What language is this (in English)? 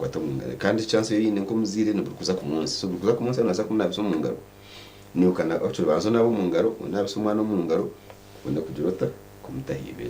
Nyankole